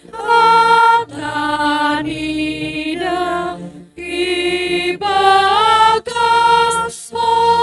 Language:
Batak Simalungun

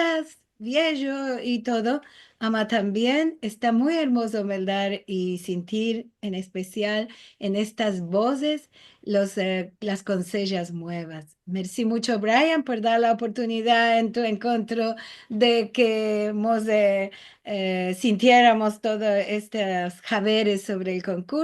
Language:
Ladino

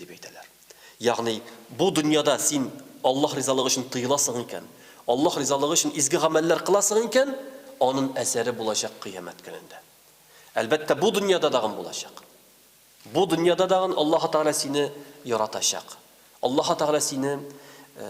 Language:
Tatar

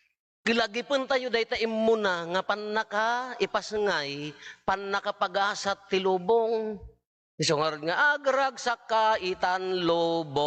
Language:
Iloko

